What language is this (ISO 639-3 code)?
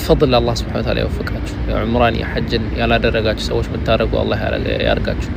amh